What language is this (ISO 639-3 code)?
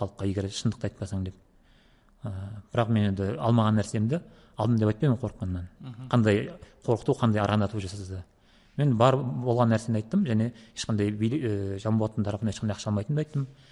kaz